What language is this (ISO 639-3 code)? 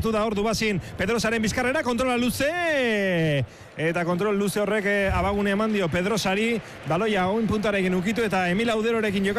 eus